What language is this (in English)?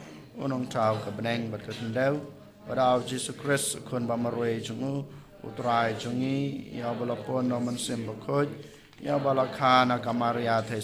Khasi